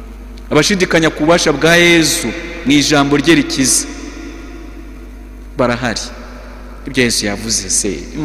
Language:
Kinyarwanda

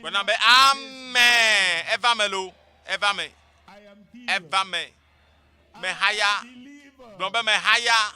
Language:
Ewe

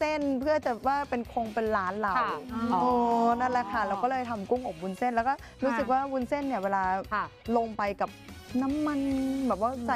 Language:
Thai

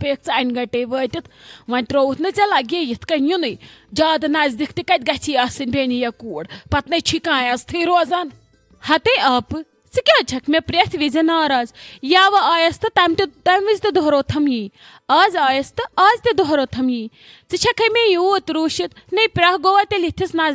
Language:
Kashmiri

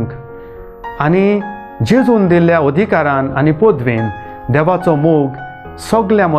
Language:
Konkani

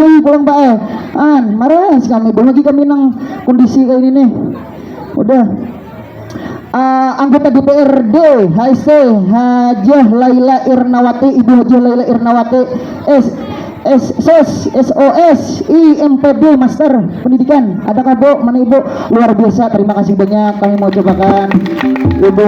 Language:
Banjar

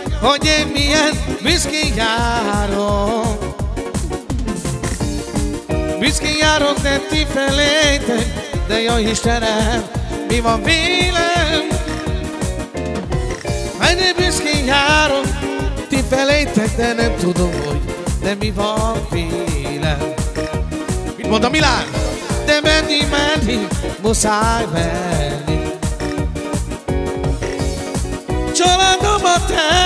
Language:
Hungarian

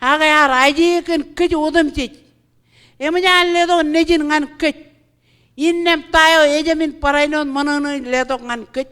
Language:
Marshallese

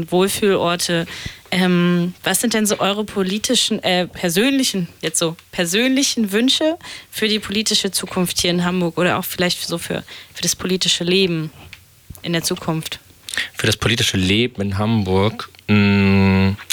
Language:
German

